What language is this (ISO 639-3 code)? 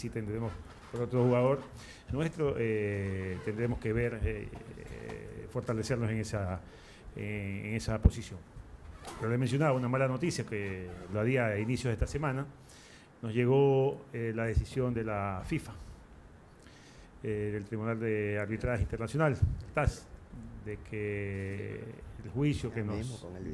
spa